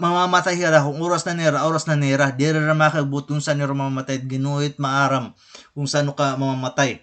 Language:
Waray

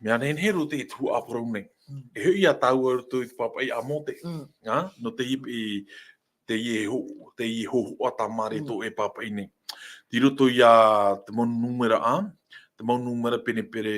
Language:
Tahitian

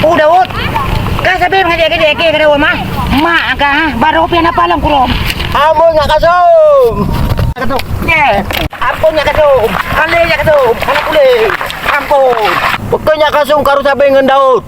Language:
Achinese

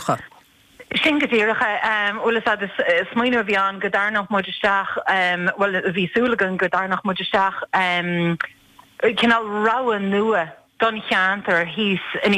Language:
Irish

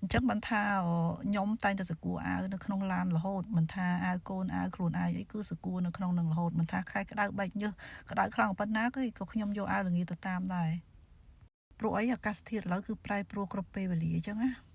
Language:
Khmer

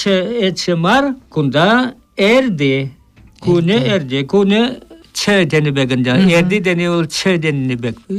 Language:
Chuvash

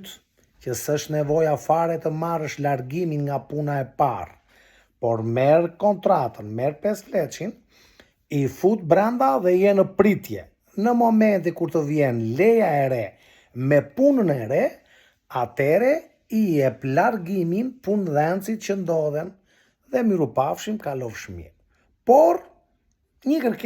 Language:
Albanian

